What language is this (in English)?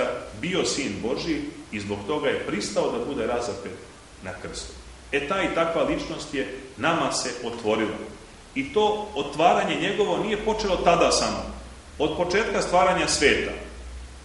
Serbian